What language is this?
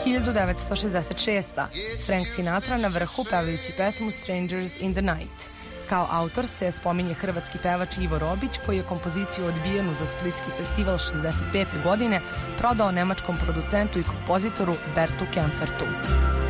Serbian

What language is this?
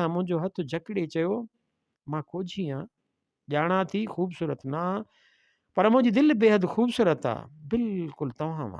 Sindhi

